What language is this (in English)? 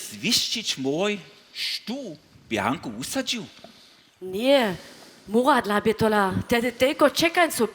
Upper Sorbian